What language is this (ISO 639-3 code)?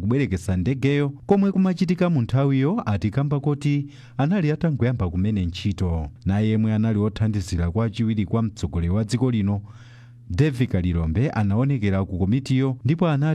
nya